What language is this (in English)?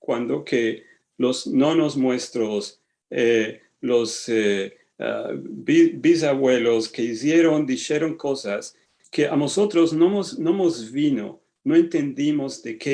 Ladino